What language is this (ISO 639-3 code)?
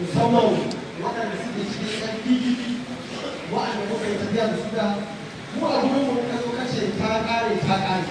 hau